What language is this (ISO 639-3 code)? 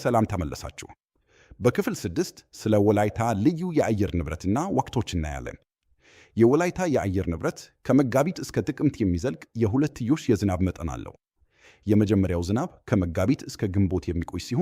amh